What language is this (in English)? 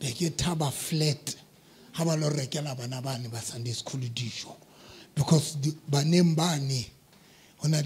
Southern Sotho